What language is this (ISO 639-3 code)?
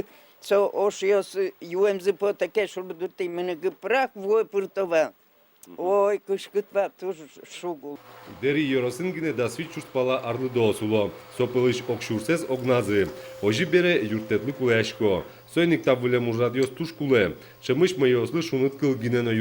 udm